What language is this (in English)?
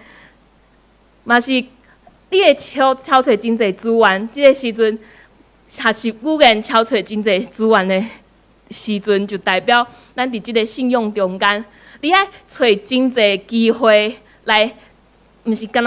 Min Nan Chinese